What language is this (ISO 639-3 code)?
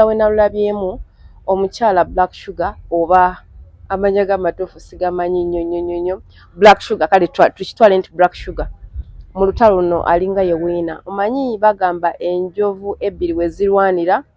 lug